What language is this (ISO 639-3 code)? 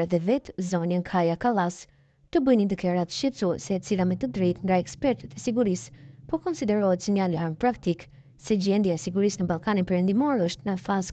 sqi